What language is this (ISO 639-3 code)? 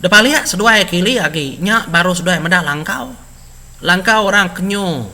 iba